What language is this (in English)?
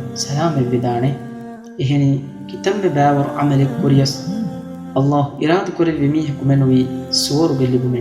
Divehi